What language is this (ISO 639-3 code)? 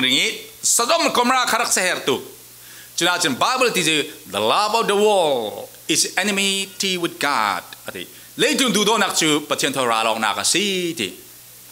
cfm